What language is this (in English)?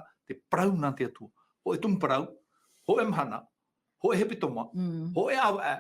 Tahitian